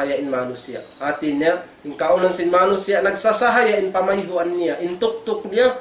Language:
Tausug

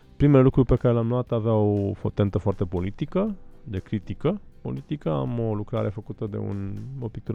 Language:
Romanian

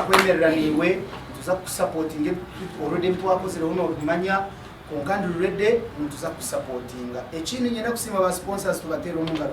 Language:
Nyankole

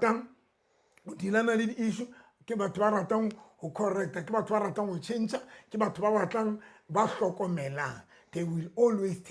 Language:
Southern Sotho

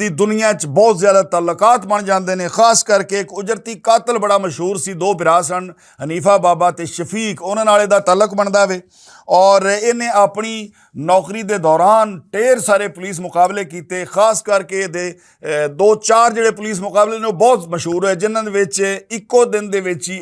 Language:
Western Panjabi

